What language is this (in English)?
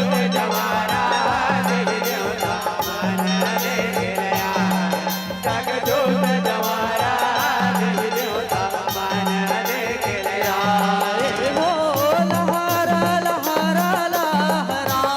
Chhattisgarhi